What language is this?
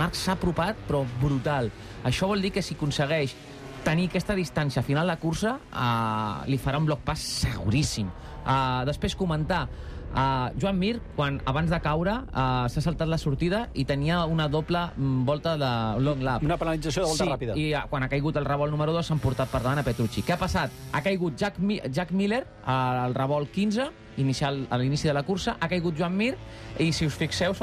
Catalan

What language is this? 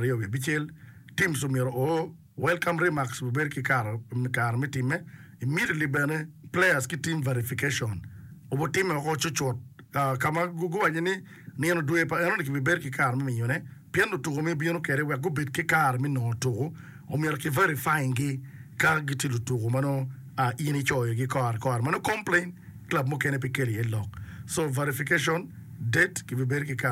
Acoli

